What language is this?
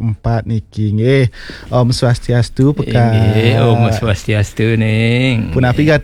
Balinese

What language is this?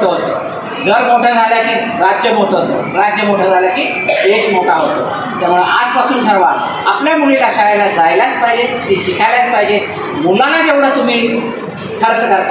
Marathi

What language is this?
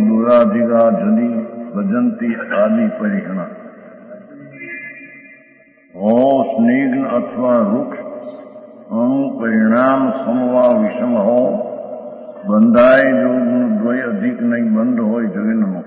Gujarati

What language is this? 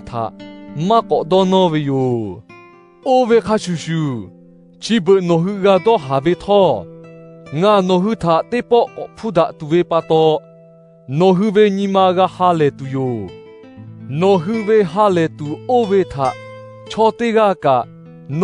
Lahu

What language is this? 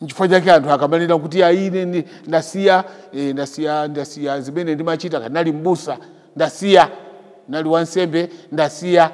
Nyanja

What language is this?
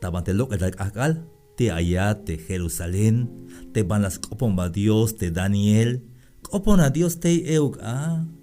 Tzeltal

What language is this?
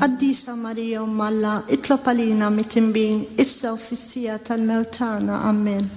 Maltese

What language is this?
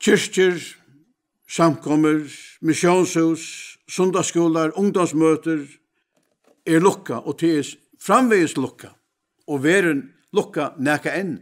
Faroese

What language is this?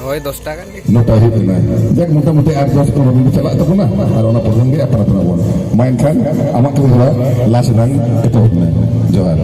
Santali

